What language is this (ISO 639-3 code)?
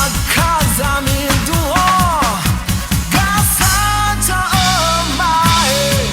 ahk